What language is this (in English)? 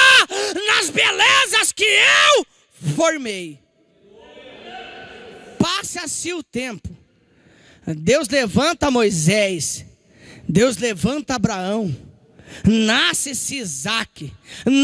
Portuguese